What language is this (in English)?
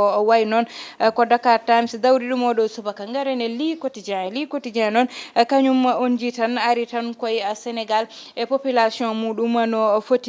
Fula